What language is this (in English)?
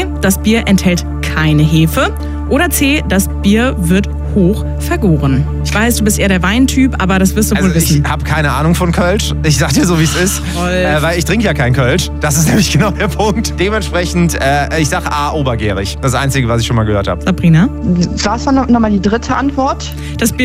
German